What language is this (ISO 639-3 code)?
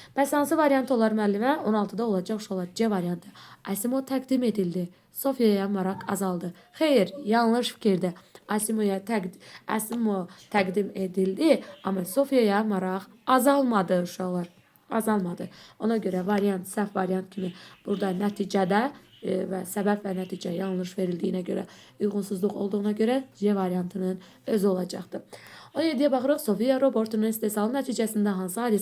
aze